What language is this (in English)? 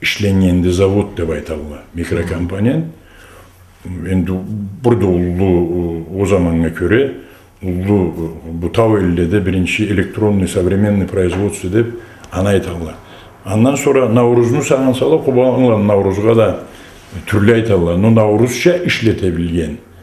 Karachay-Balkar